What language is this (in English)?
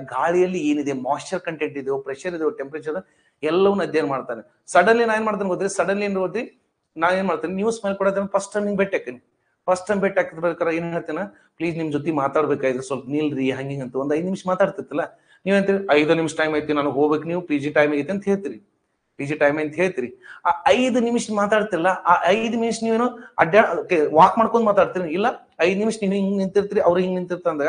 Kannada